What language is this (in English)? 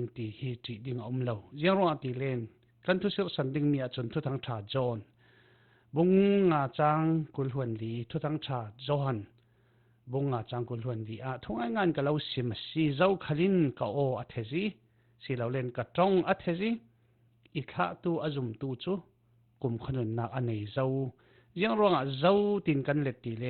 Falam Chin